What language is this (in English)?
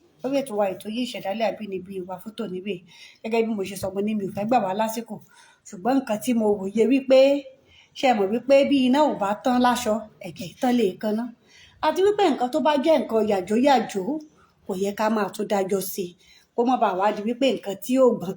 Yoruba